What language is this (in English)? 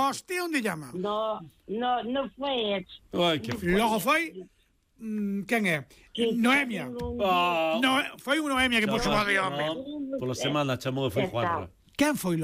Galician